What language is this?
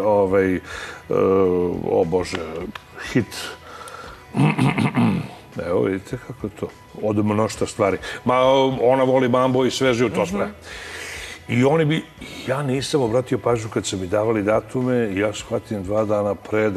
Serbian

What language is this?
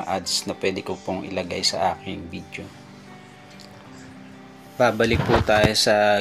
Filipino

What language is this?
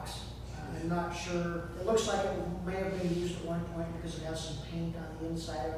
English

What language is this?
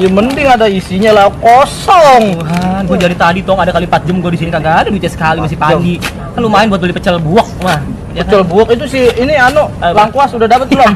Betawi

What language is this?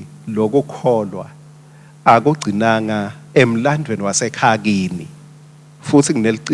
Swati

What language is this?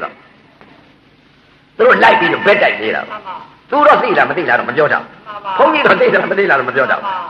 Burmese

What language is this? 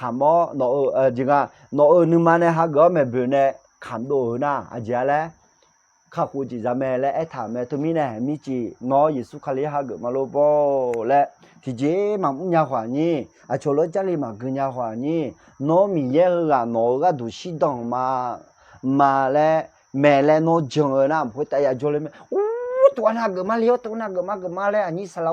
Akha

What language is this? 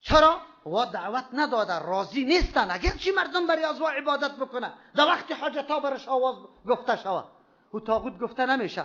Persian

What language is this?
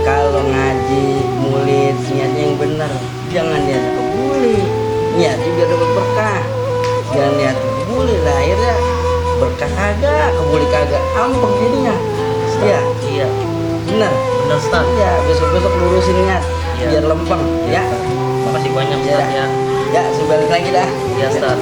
Betawi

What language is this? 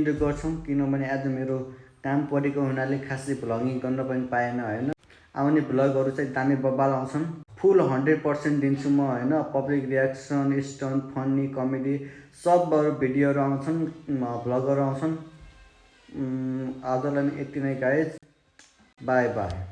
Nepali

